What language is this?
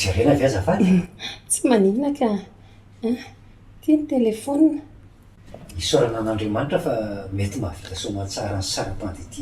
Malagasy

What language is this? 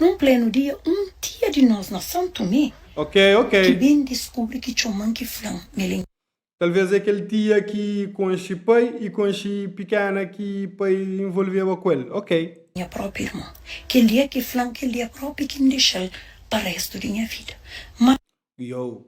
Kabuverdianu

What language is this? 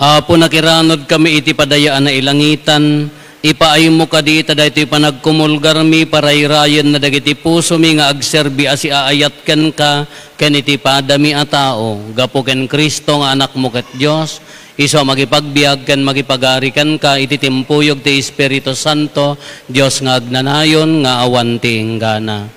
Iloko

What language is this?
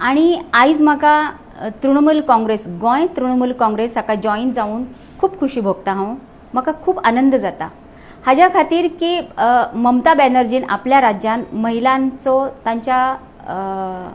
Konkani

